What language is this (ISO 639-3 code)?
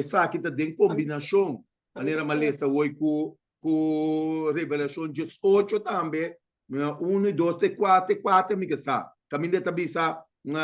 pap